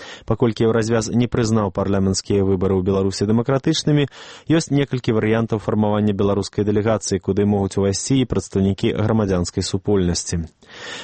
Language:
Belarusian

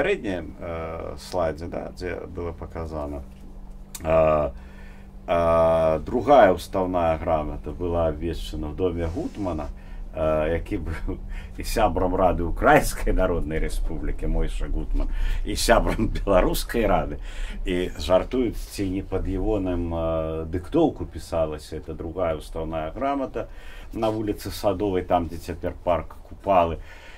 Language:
Belarusian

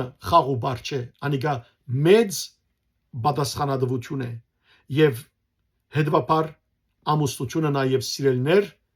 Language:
Western Armenian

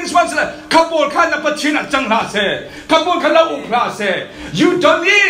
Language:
Falam Chin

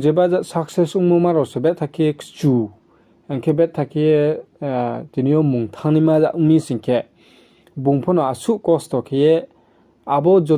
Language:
Riang (India)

